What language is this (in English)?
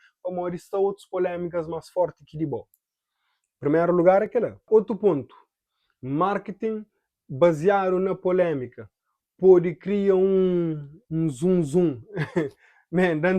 Kabuverdianu